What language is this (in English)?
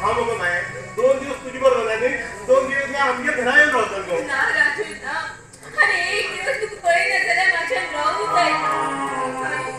Konkani